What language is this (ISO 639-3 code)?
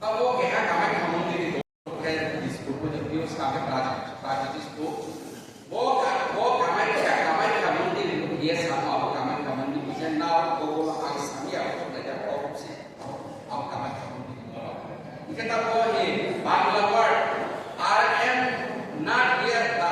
ria